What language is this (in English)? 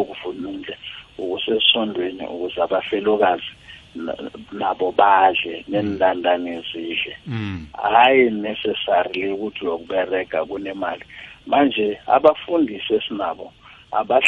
South Ndebele